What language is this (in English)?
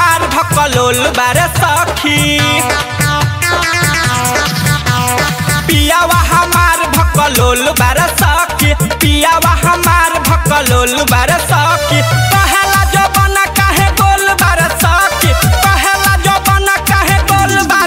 Bhojpuri